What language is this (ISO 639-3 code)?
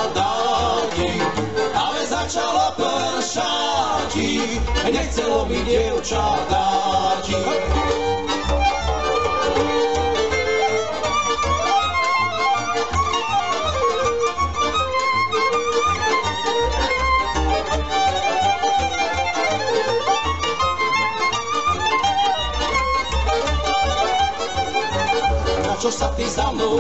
slk